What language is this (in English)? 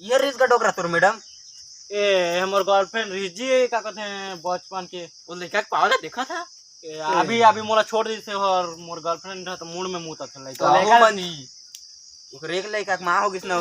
Chhattisgarhi